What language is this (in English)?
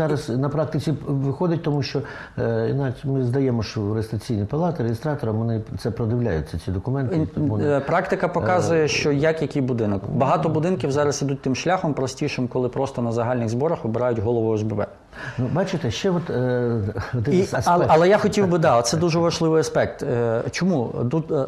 Ukrainian